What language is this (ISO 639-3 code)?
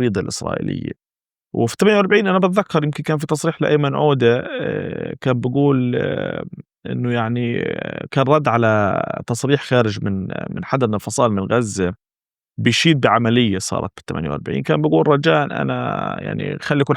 apc